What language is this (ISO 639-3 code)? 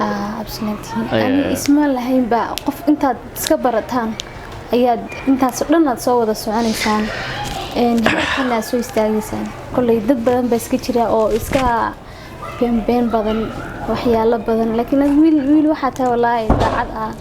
som